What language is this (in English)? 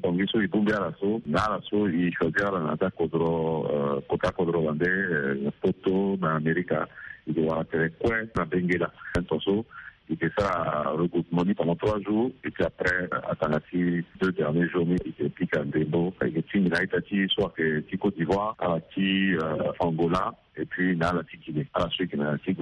Sango